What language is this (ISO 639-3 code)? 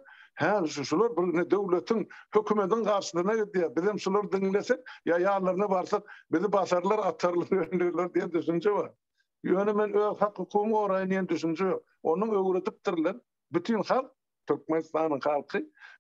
tuk